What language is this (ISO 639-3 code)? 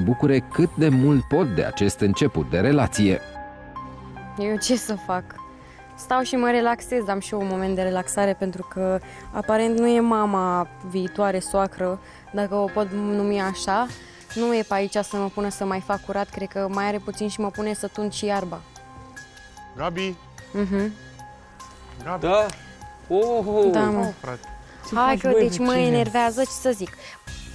ron